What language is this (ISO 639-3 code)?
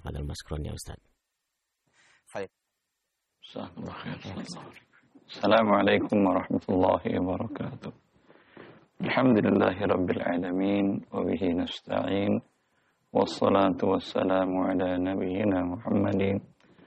ind